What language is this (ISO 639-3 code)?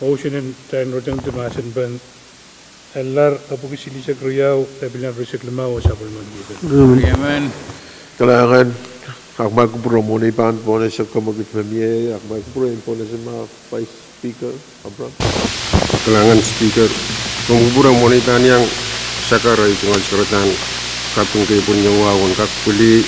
pon